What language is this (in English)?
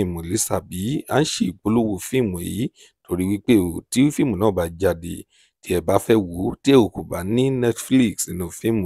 Yoruba